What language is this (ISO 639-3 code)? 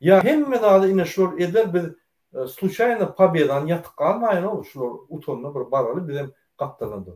tuk